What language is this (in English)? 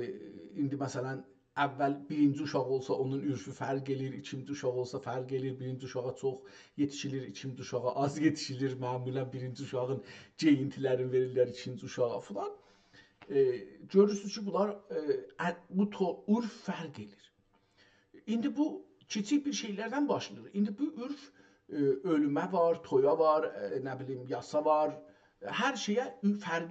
South Azerbaijani